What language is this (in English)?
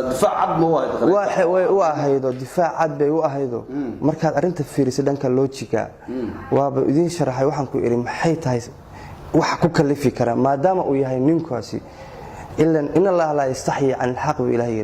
Somali